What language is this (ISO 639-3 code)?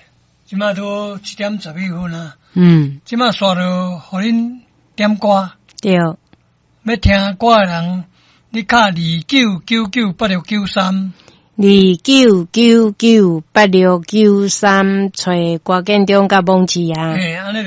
nan